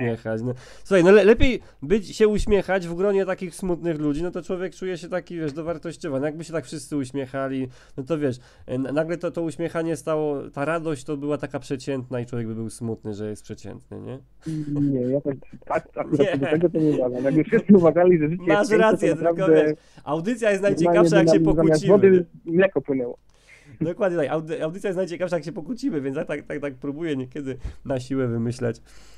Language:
Polish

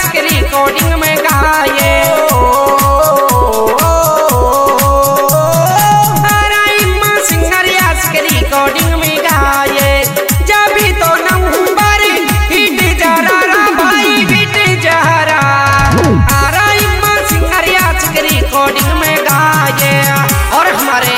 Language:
Bhojpuri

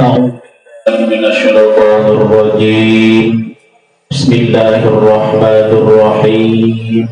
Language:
Sasak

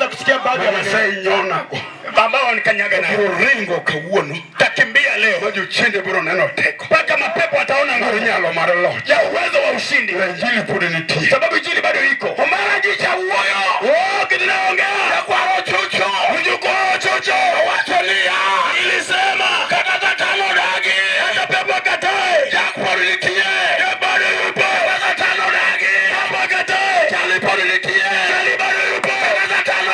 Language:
Luo (Kenya and Tanzania)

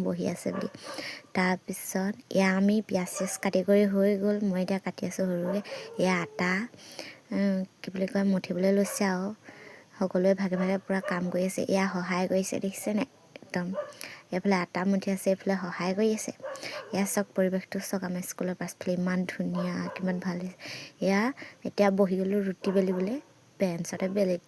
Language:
Assamese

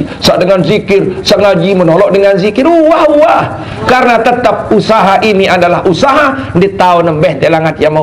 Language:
Sasak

